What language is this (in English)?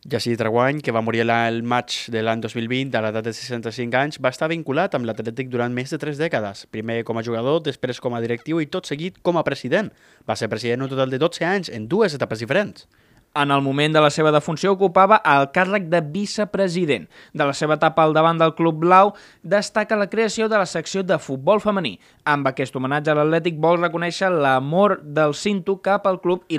Catalan